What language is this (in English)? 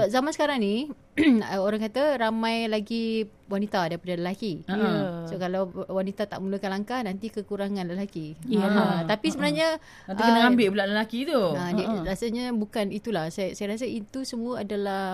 Malay